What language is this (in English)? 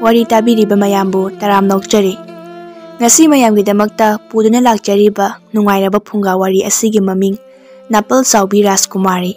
Manipuri